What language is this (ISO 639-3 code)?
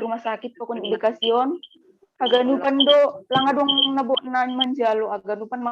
bts